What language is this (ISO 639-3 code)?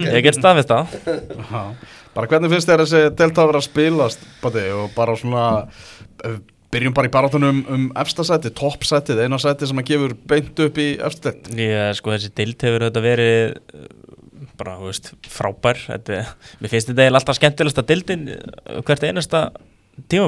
isl